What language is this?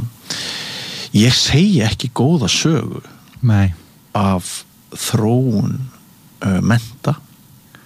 Icelandic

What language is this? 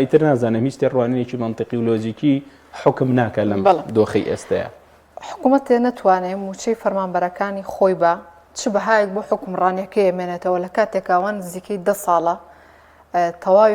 Central Kurdish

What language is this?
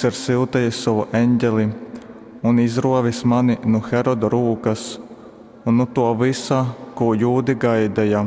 Latgalian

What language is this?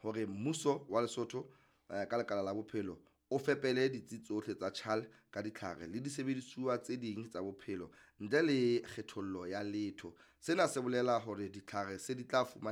Southern Sotho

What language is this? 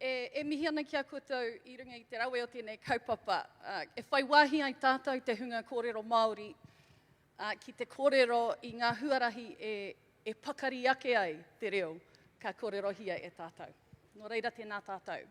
Māori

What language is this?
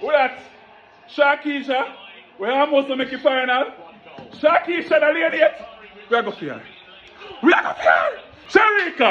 Jamaican Creole English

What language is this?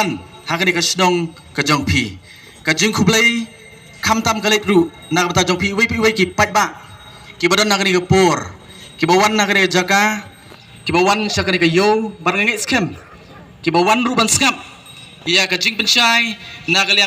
Khasi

